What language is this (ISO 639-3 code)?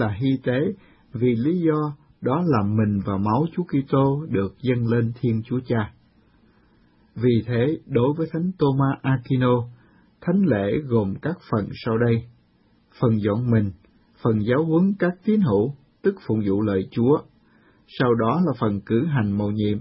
vie